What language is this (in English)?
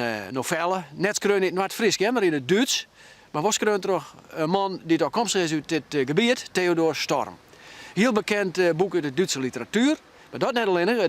Western Frisian